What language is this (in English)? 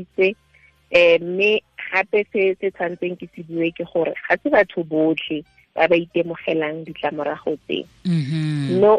Tswana